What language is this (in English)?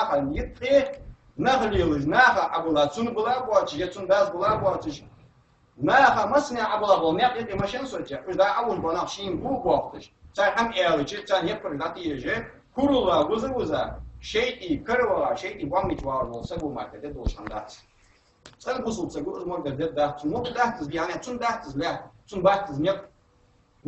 Ingush